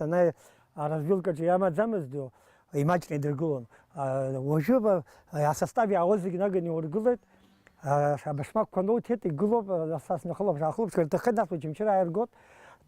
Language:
Abkhazian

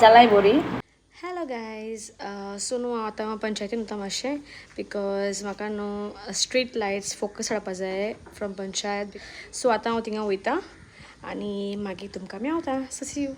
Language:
Konkani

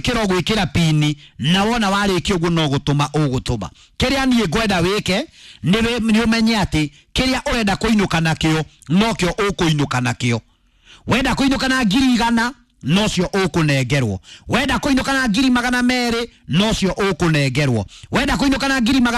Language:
Kikuyu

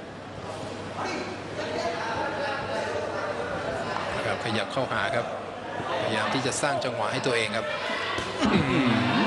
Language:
Thai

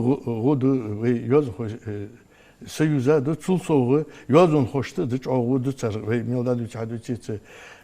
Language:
Ingush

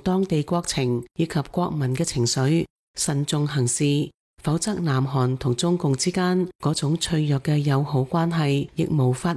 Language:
Cantonese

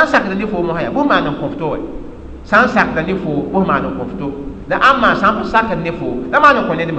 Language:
Mossi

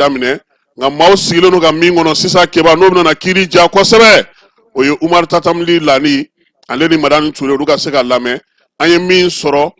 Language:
Bambara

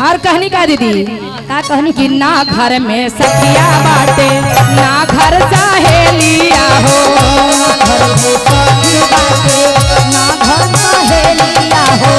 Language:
Magahi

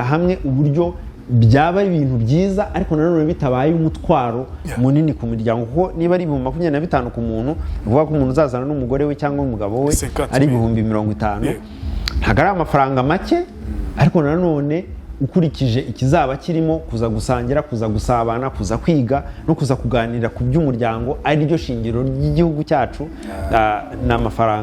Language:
Kinyarwanda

